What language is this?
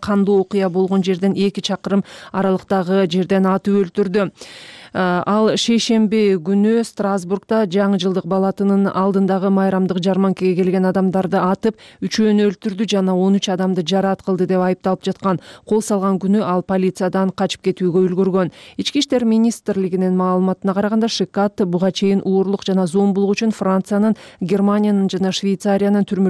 Kyrgyz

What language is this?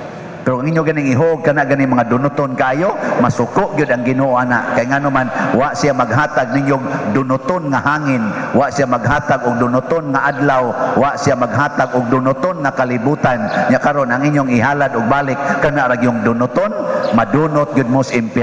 Cebuano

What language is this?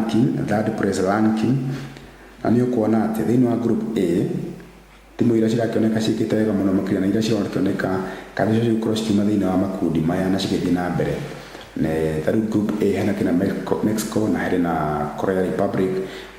Kikuyu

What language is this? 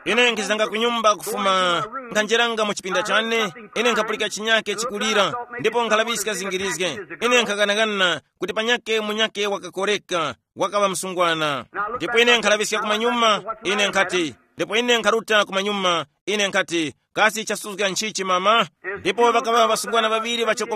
Tumbuka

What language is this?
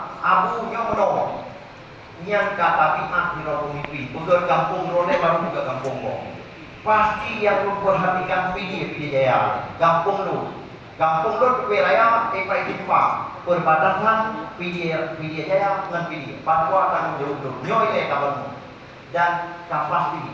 Achinese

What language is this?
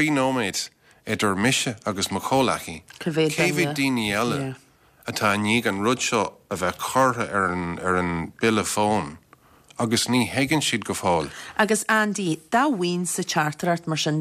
Irish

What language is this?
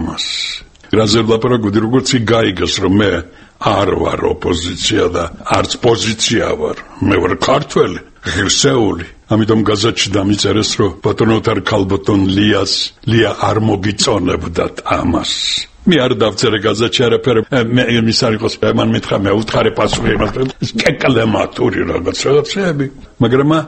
Georgian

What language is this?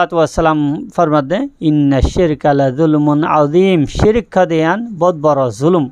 Rohingya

